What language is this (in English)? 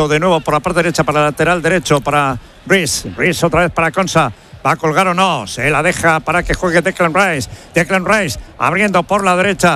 Spanish